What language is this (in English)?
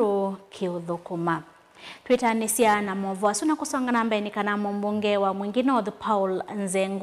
Kamba